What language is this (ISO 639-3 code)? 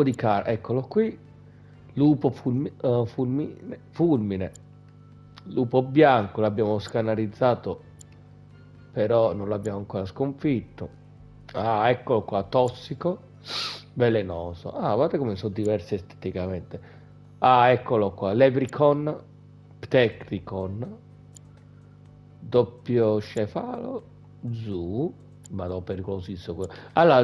ita